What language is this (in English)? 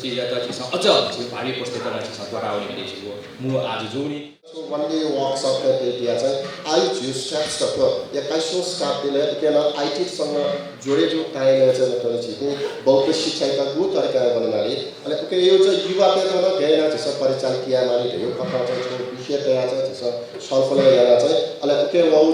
Newari